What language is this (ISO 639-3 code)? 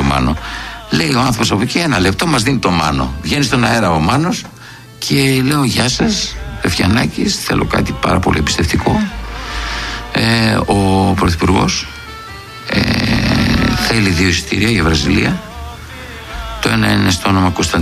ell